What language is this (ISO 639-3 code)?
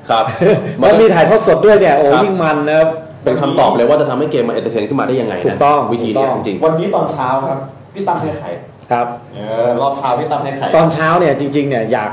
tha